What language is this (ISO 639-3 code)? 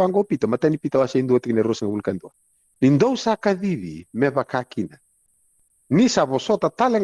fij